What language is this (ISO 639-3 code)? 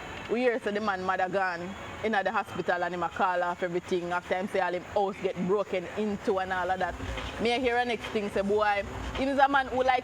jam